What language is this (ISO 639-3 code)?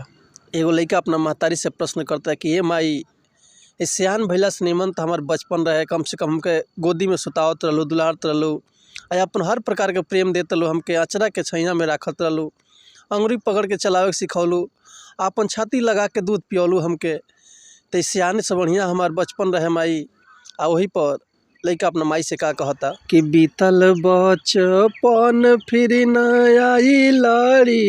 bho